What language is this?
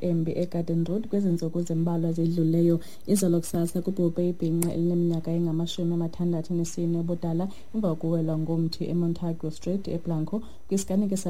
Xhosa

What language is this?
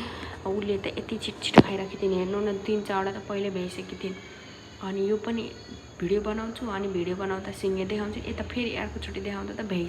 Nepali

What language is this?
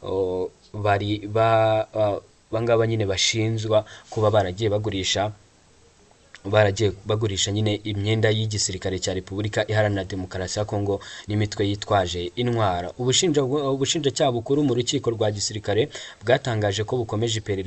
Kinyarwanda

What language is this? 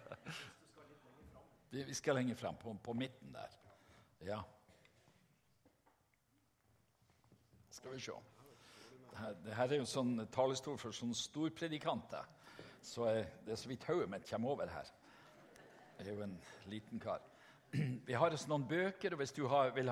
Norwegian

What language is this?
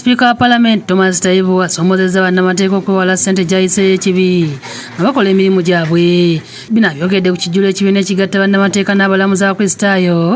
Ganda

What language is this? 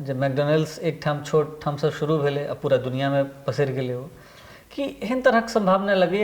Maithili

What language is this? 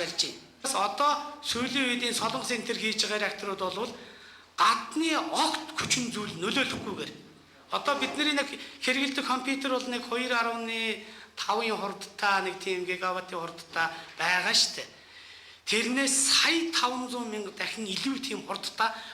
Mongolian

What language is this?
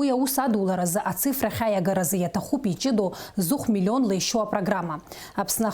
Abkhazian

